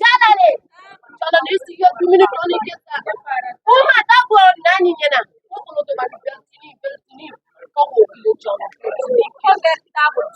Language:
Bambara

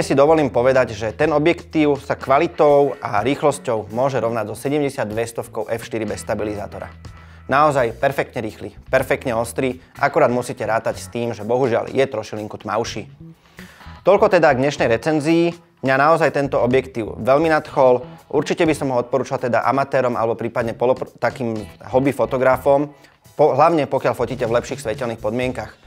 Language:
Slovak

